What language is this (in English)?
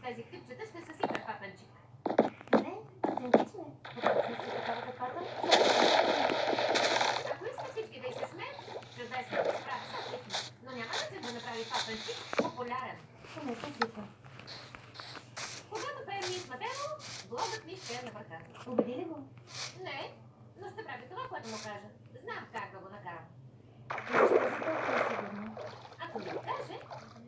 Bulgarian